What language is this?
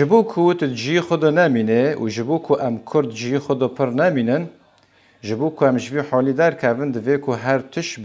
Kurdish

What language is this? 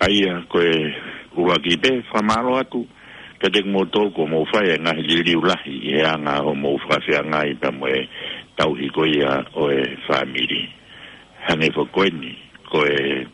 Tongan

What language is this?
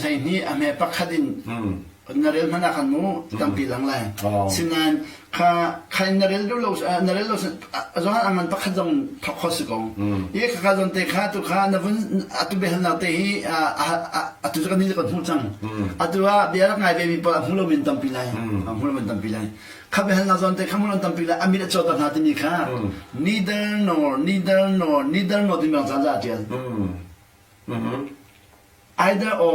Hakha Chin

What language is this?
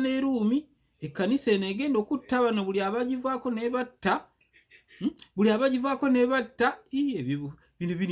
Ganda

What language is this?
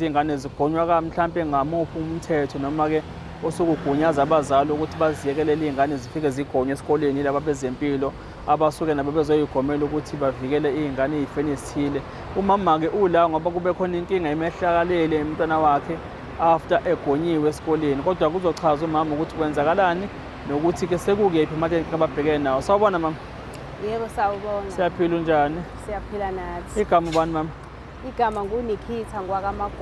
Zulu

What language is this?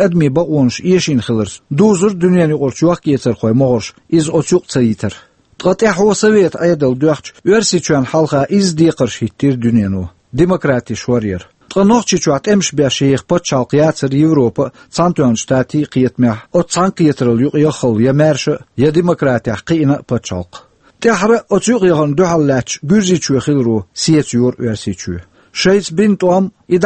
Chechen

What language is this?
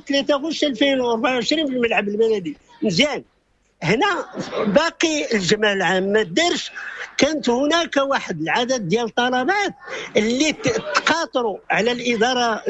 Moroccan Arabic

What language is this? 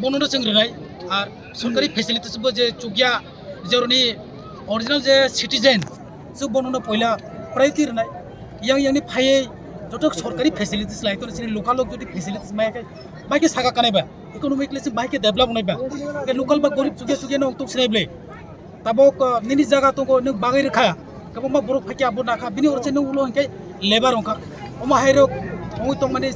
Kok Borok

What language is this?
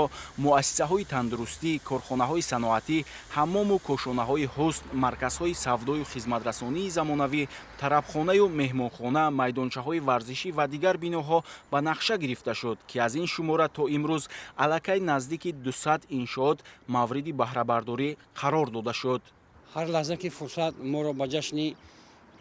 Tajik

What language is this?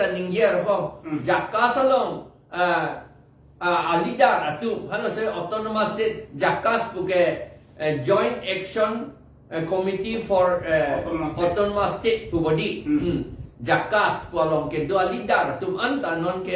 Karbi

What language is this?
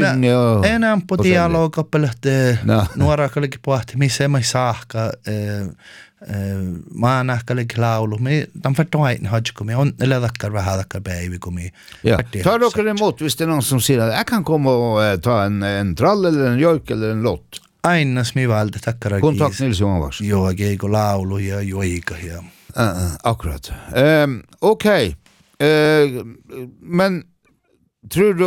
Norwegian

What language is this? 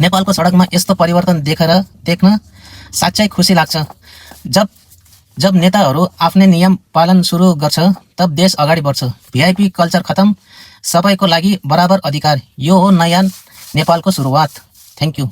Nepali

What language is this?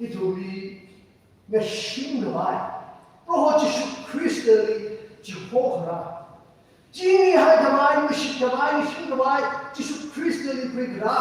Tangkhul Naga (India)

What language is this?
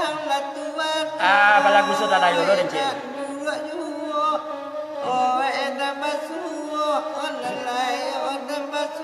Minangkabau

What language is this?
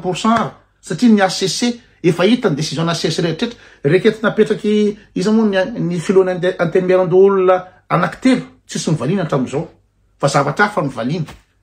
Malagasy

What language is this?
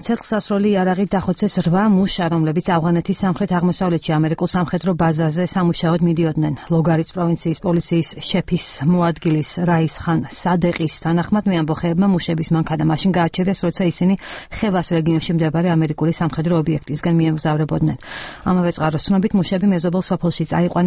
Georgian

